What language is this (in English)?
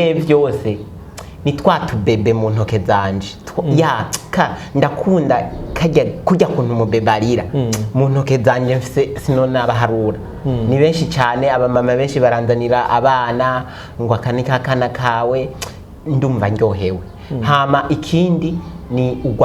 Rundi